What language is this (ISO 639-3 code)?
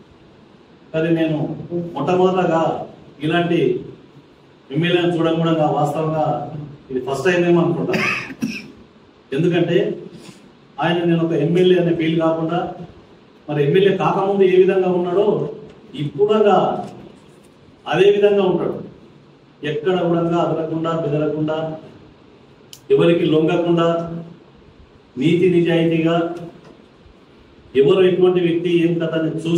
tel